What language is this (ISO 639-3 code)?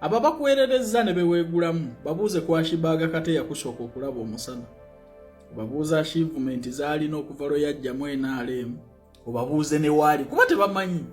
lug